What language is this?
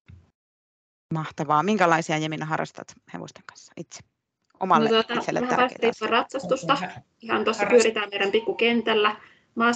Finnish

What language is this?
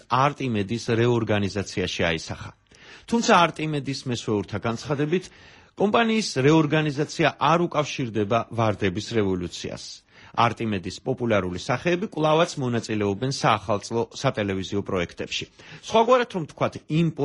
Georgian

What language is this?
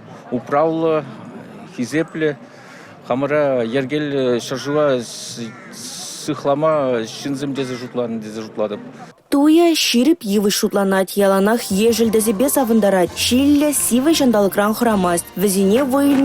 Chuvash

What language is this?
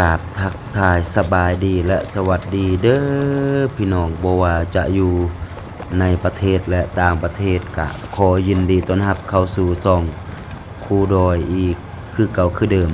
Lao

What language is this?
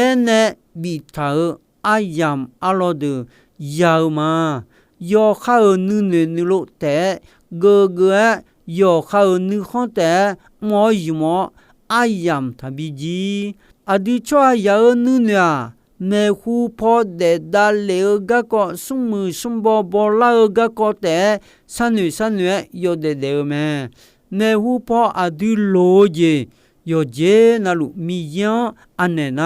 Akha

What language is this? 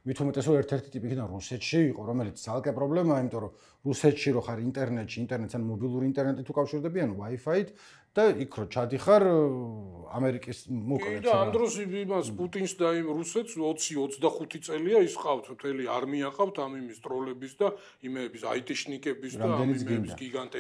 Georgian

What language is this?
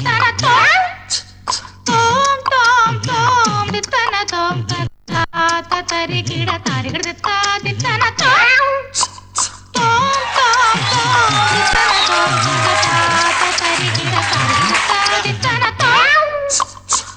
Malayalam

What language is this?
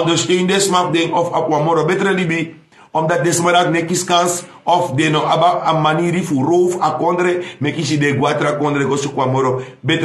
Sranan Tongo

